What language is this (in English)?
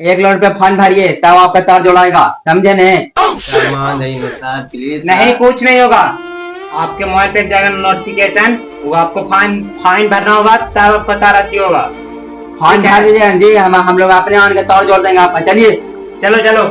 Magahi